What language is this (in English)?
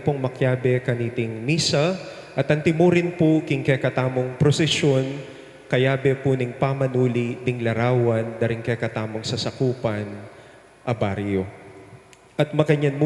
Pampanga